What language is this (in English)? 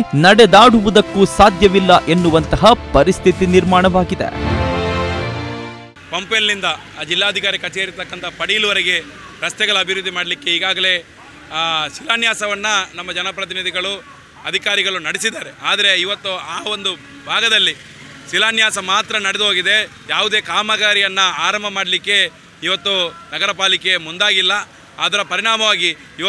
Kannada